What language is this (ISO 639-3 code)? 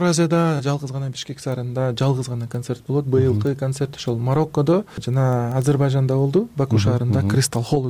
kir